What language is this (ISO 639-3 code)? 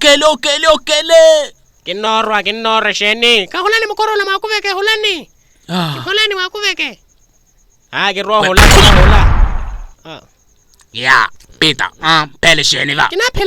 vmw